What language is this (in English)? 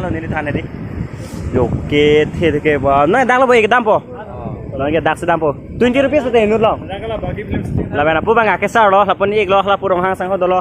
Karbi